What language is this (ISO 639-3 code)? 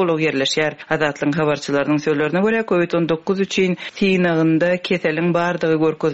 tuk